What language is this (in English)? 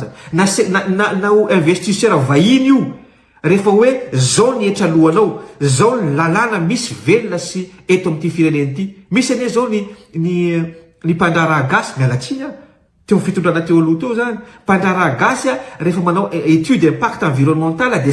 Malagasy